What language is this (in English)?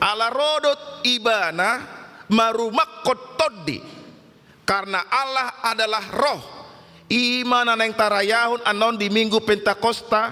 Batak Toba